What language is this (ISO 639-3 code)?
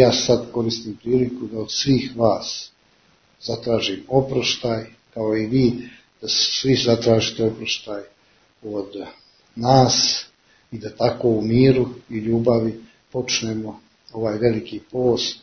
srp